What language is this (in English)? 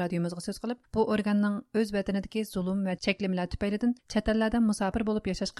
Uyghur